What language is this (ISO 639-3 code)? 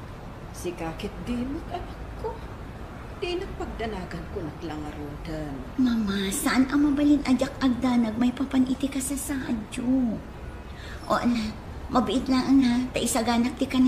ilo